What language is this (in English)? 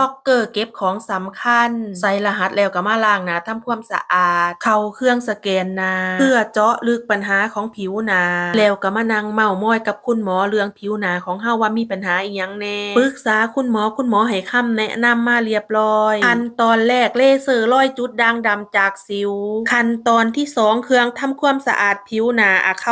Northeastern Thai